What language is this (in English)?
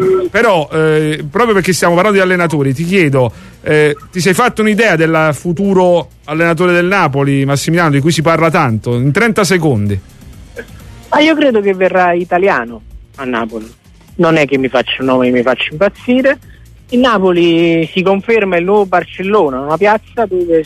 Italian